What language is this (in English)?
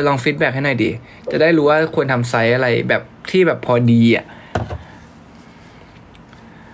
Thai